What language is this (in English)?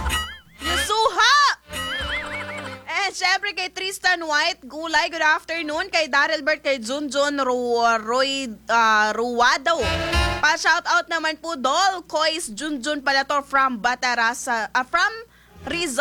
Filipino